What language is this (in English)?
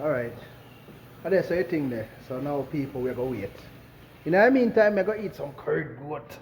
Jamaican Creole English